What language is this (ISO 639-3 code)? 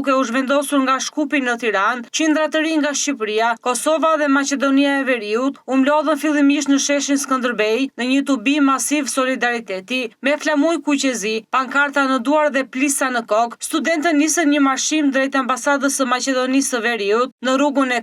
sqi